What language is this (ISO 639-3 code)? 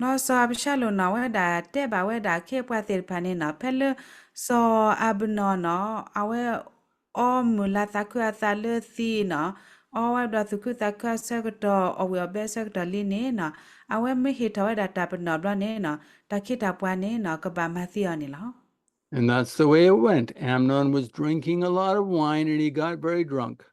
ksw